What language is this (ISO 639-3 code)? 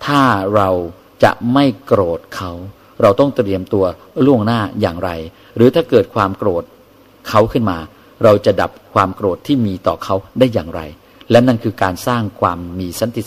tha